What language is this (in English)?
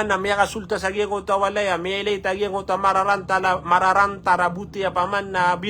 Maranao